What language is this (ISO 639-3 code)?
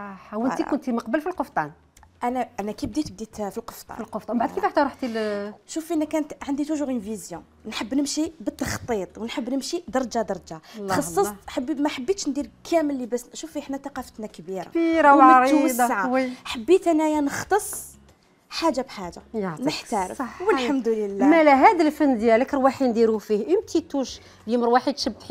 arq